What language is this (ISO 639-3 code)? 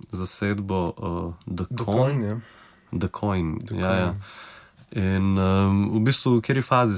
slv